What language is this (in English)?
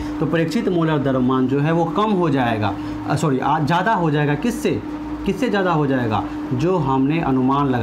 Hindi